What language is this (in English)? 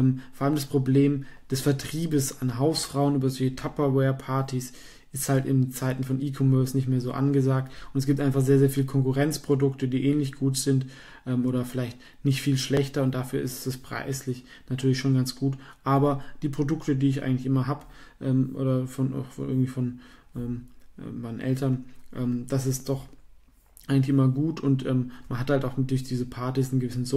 German